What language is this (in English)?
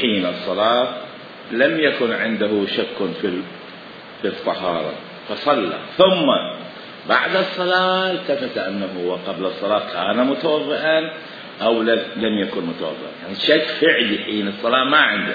Mesopotamian Arabic